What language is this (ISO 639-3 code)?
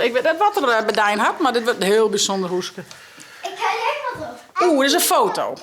fry